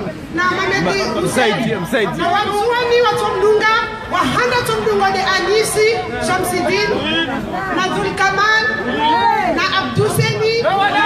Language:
Ngazidja Comorian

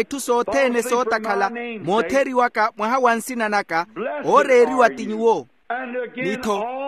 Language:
Makhuwa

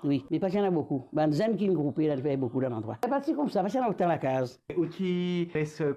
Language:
Morisyen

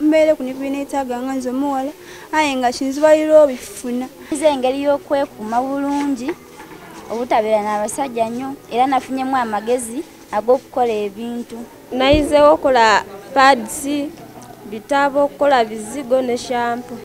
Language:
Soga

